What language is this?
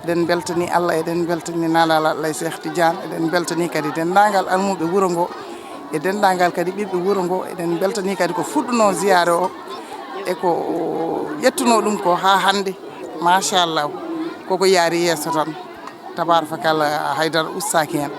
Fula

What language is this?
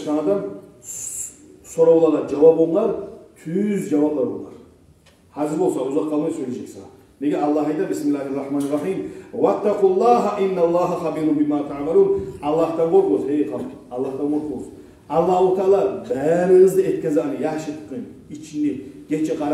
Kumyk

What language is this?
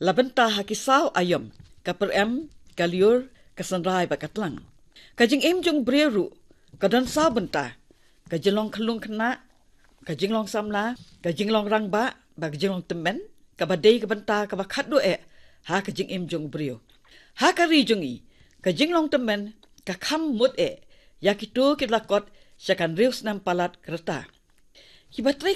Khasi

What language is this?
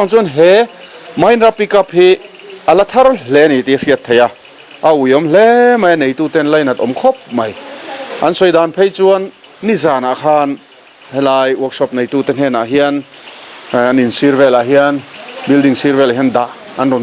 Mizo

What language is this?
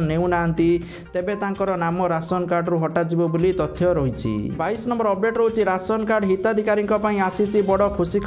Odia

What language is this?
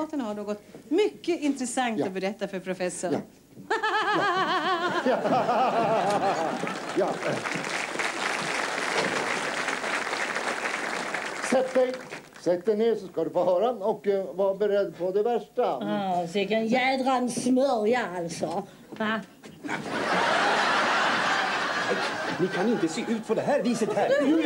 Swedish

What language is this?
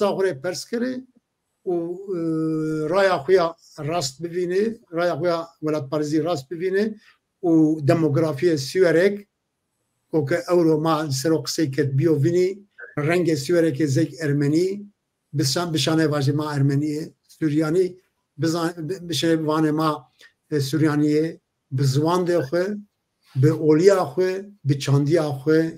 Zaza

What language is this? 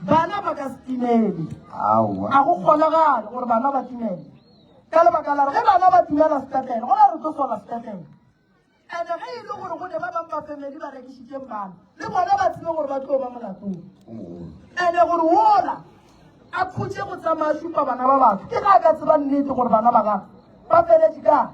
Northern Sotho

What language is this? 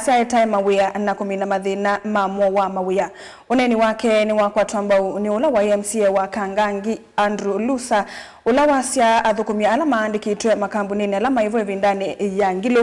Kamba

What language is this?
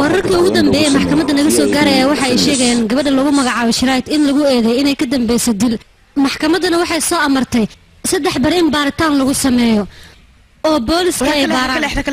Somali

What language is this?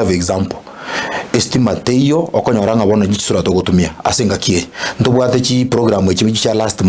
Gusii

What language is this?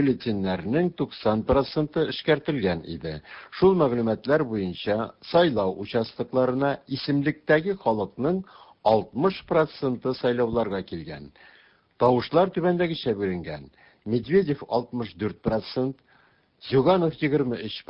Tatar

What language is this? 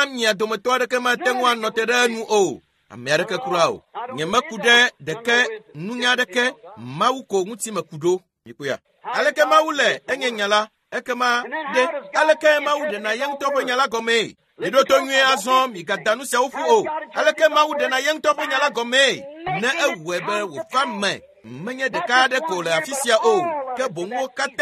Ewe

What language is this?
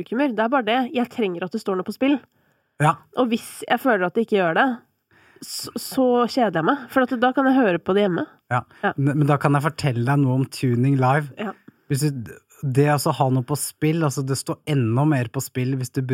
Norwegian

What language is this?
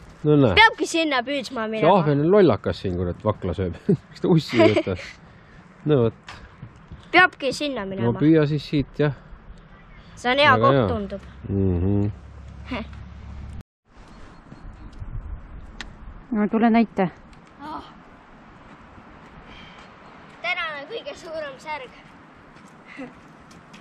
Estonian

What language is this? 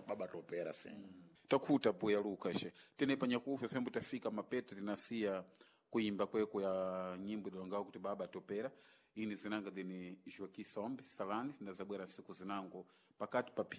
Sena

